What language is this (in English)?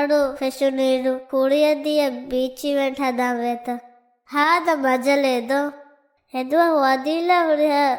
Divehi